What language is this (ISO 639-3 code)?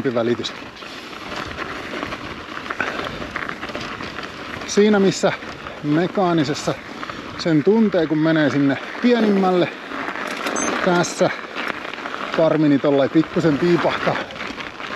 fin